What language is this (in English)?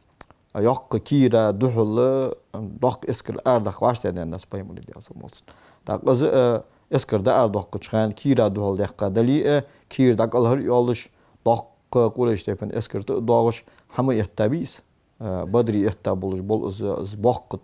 Ingush